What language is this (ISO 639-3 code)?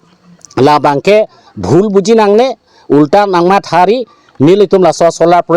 mjw